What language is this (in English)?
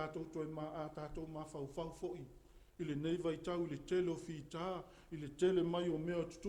Samoan